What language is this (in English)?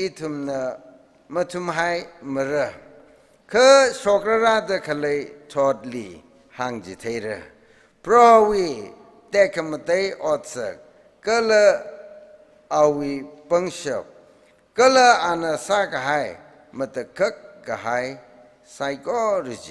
Tangkhul Naga (India)